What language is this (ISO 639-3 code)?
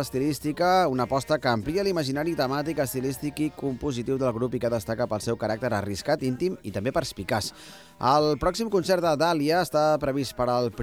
cat